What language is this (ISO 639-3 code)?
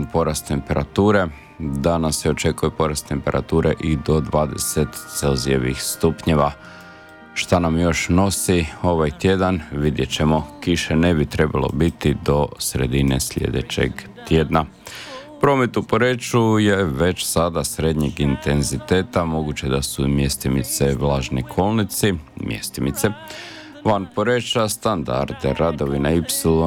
hrv